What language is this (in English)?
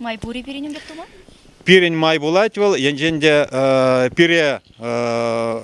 Chuvash